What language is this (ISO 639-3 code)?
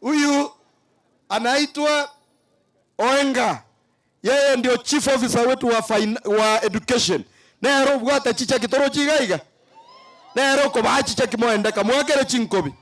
guz